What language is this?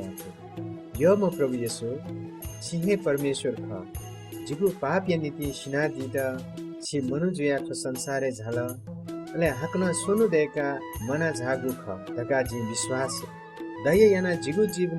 Newari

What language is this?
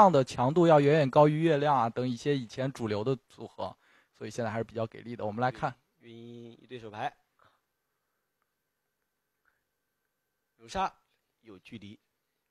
Chinese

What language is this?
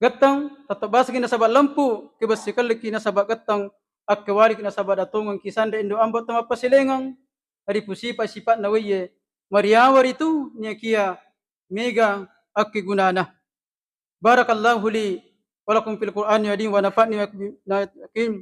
Buginese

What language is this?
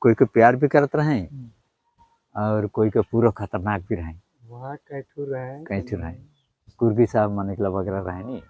Sadri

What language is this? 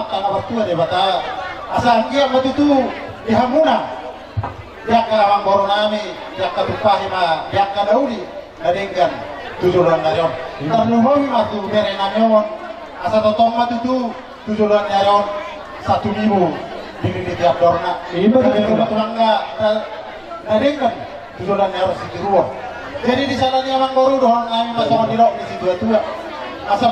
Batak Toba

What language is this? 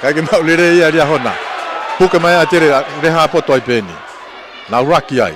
Tongan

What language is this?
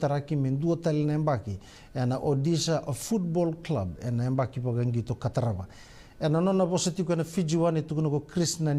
Fijian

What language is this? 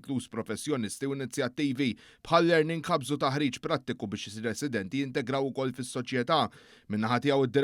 Maltese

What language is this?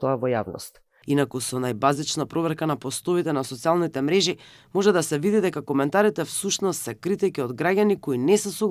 Macedonian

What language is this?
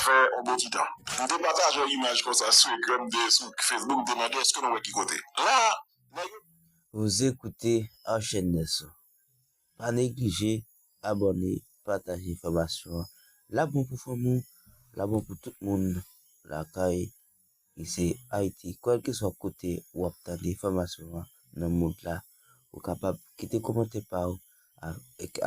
Haitian Creole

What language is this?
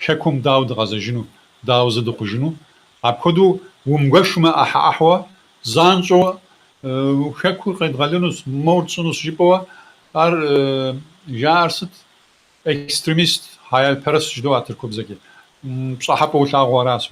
Kabardian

